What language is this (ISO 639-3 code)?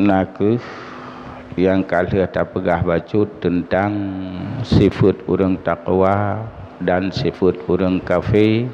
ace